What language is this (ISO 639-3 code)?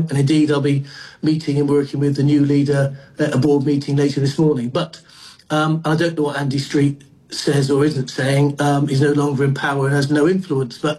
eng